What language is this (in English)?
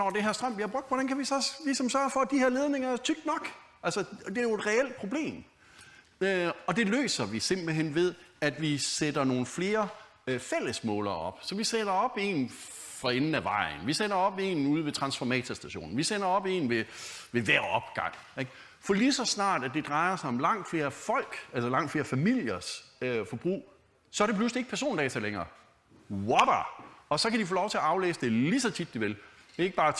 Danish